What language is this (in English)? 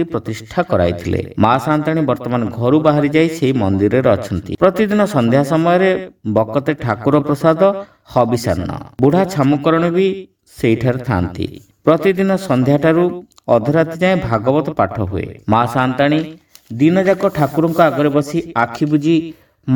Odia